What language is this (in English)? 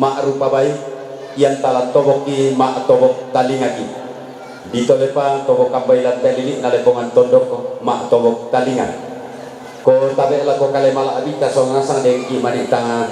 Toraja-Sa'dan